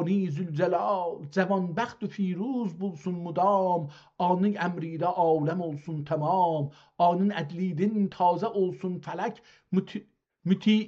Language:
South Azerbaijani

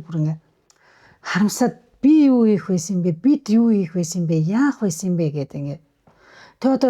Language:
Mongolian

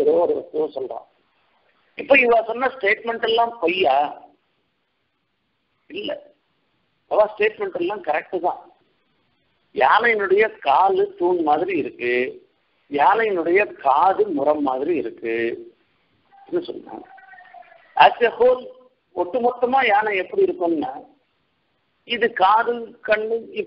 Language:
Tamil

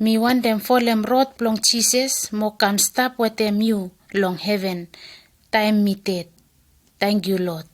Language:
Bislama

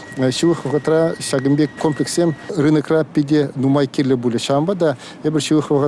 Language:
Chuvash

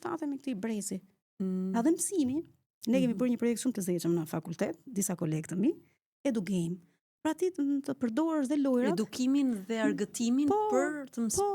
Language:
Albanian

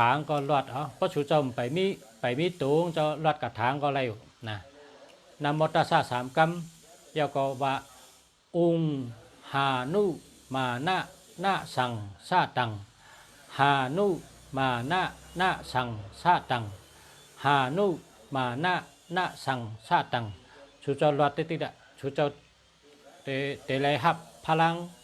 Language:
Shan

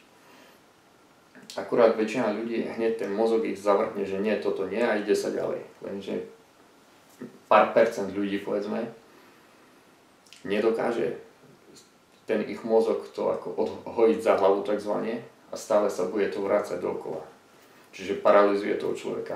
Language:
Slovak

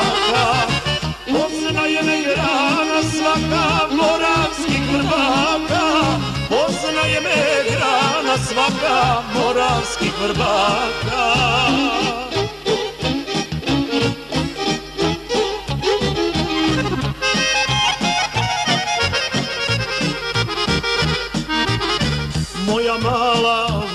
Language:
Serbian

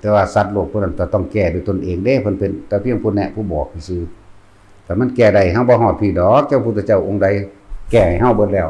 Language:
Northeastern Thai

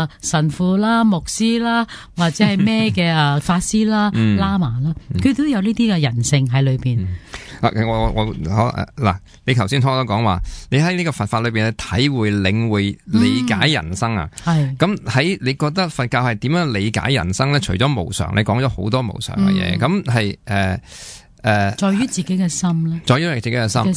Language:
Cantonese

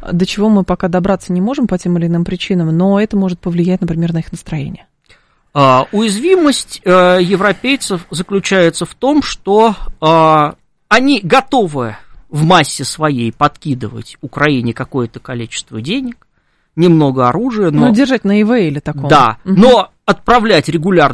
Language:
Russian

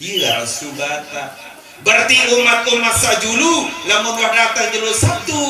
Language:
Sasak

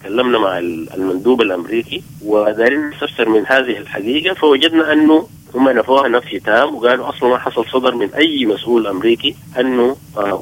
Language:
Sudanese Arabic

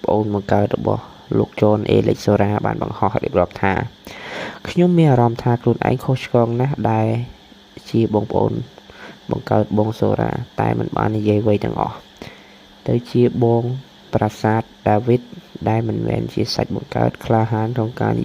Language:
Khmer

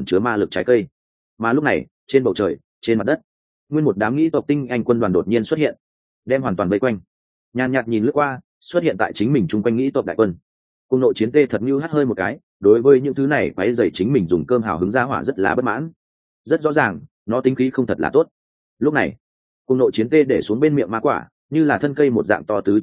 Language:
Vietnamese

